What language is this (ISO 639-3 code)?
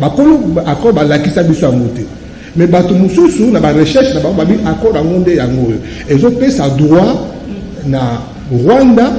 lin